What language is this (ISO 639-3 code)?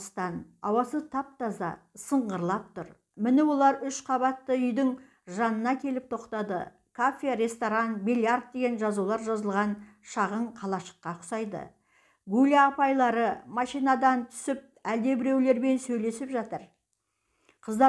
kaz